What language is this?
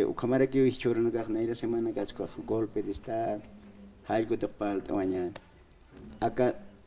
Aymara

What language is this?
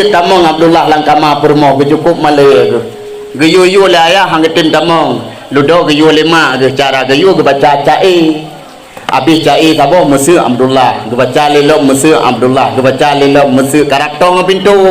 Achinese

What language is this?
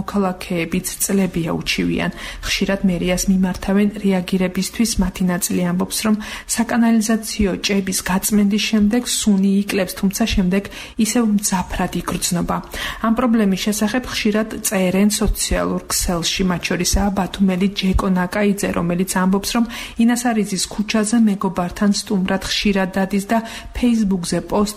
Georgian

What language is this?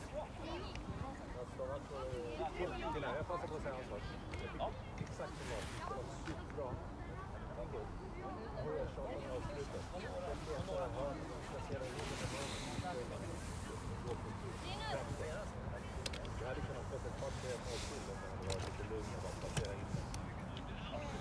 Swedish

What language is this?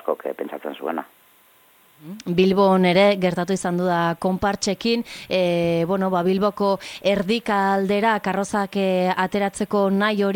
Basque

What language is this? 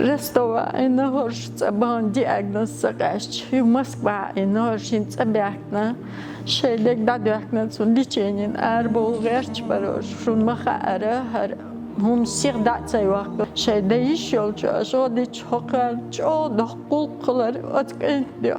Chechen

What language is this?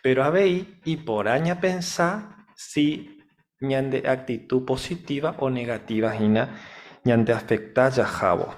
Guarani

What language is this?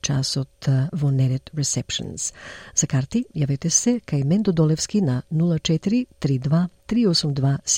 Macedonian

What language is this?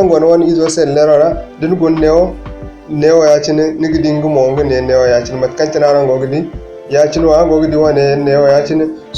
Zarma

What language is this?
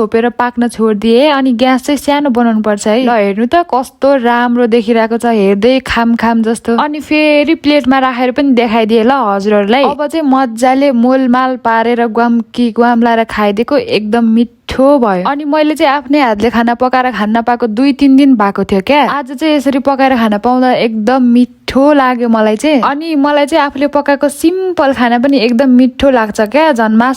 Nepali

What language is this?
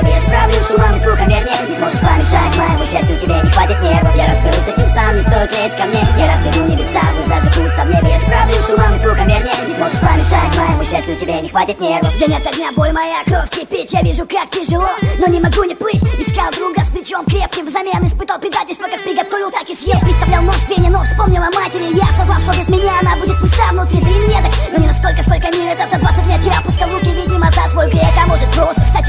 Russian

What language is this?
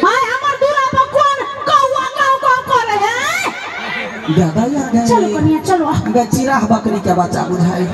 Maithili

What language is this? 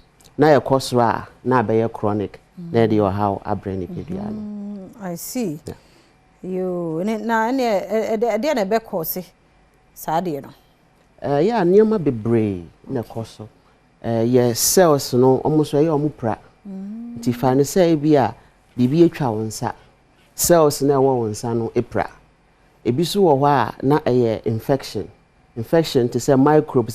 Akan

